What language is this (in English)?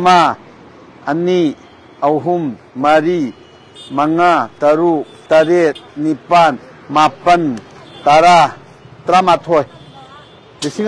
Manipuri